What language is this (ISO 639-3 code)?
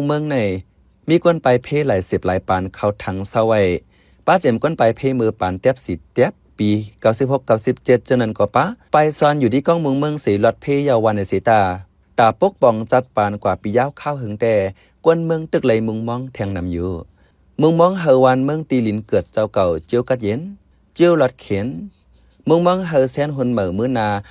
shn